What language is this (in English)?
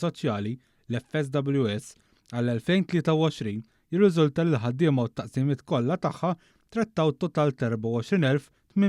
Maltese